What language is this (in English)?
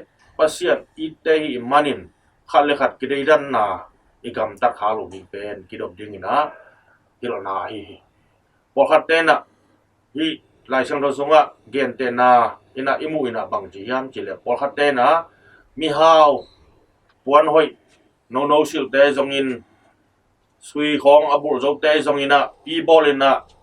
Tedim Chin